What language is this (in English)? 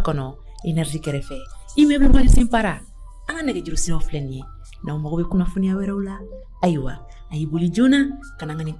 Bambara